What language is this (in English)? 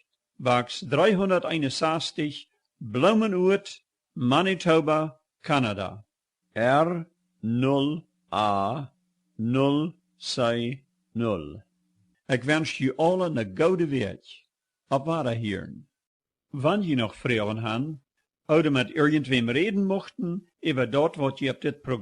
Plautdietsch